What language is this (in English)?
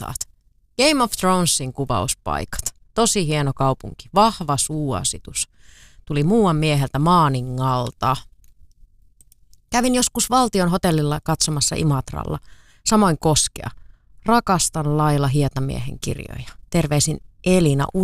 Finnish